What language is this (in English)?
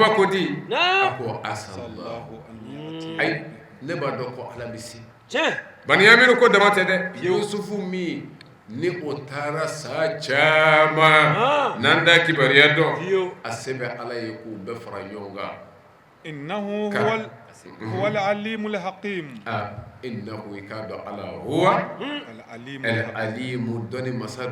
Bambara